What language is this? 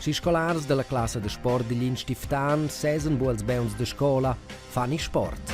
Romansh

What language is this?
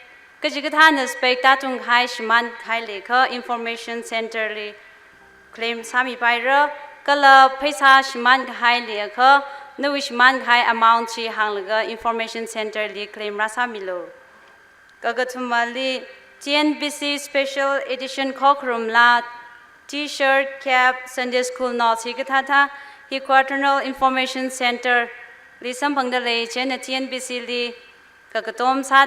Tangkhul Naga (India)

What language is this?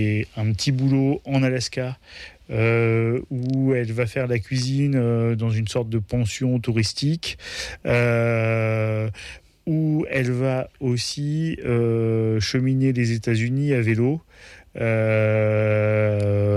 French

